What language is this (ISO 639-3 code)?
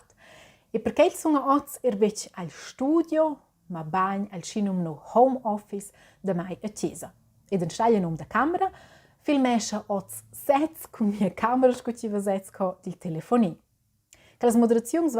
roh